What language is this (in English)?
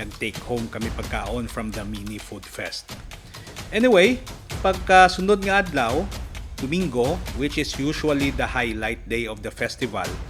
Hiligaynon